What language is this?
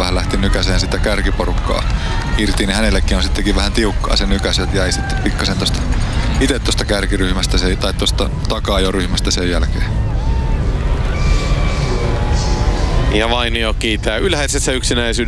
Finnish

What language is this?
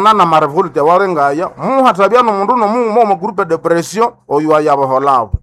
Nande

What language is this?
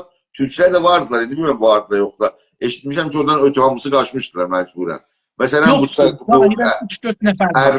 South Azerbaijani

